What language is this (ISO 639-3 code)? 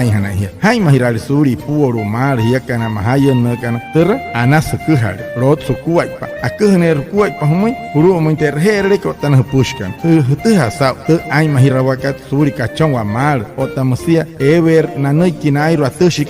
guc